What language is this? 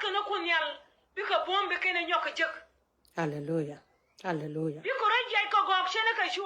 Nuer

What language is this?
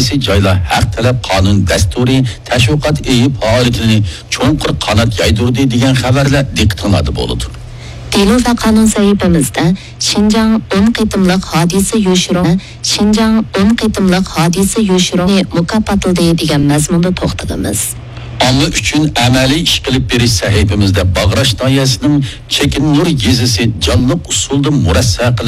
Uyghur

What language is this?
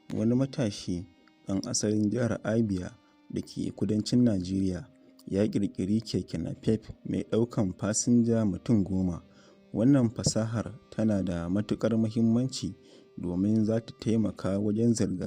Hausa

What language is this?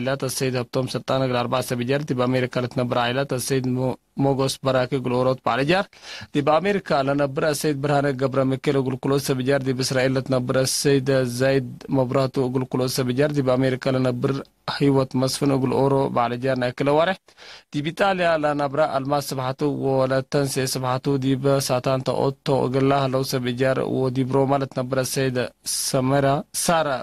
Tigre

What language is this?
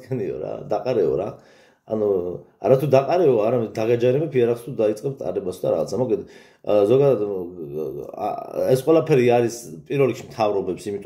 Georgian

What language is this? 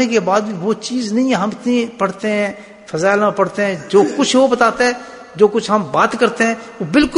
Urdu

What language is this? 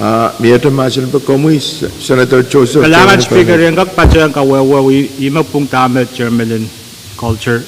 Pohnpeian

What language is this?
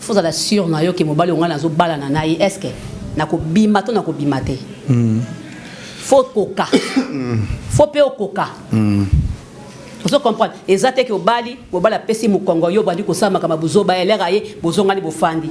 Lingala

